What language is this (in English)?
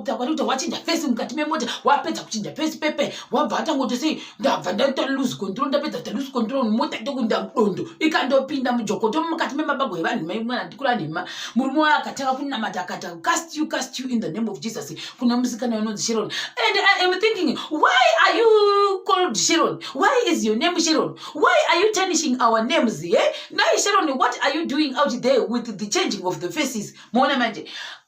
Shona